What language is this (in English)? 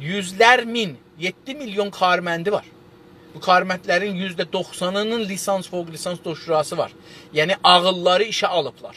South Azerbaijani